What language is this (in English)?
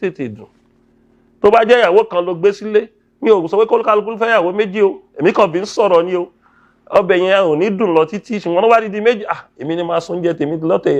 Yoruba